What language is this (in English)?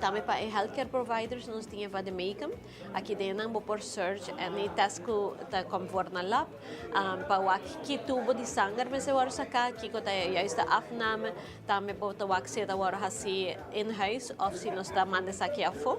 Papiamento